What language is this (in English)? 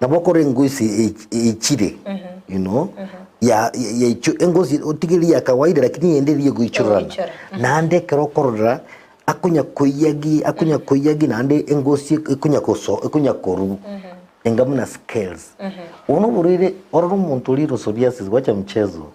Gusii